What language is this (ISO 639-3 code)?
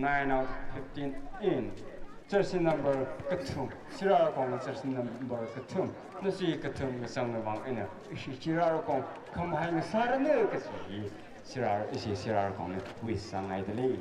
nmf